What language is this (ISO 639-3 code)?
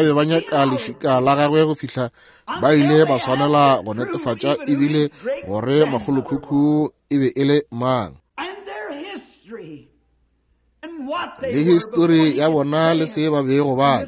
nso